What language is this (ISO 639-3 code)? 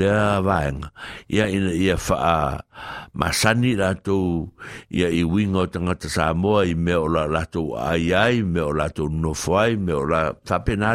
smo